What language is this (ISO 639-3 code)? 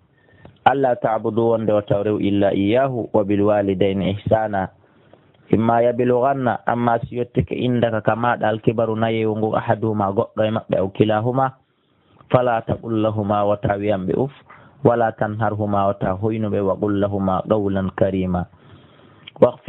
ful